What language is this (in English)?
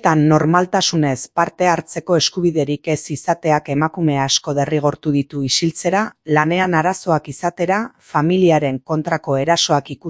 Basque